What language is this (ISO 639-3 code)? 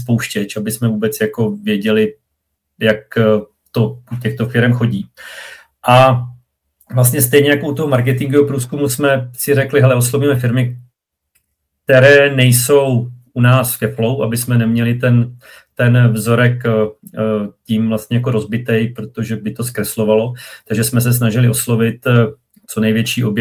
ces